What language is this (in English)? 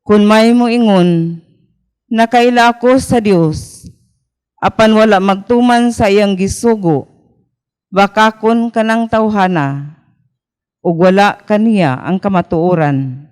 Cebuano